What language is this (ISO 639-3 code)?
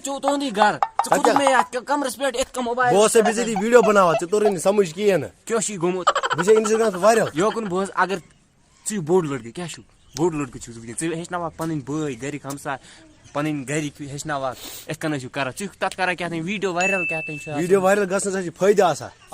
kas